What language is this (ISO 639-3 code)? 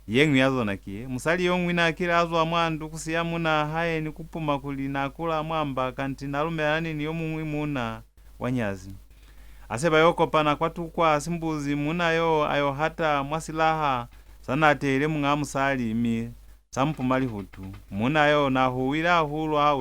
loz